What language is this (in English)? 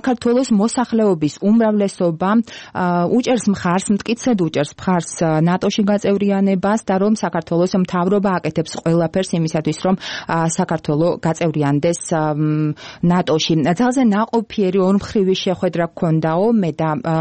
Georgian